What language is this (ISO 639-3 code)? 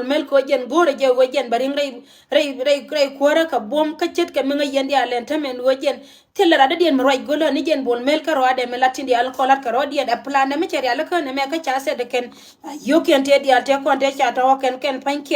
nus